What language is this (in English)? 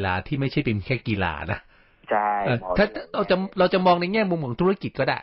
Thai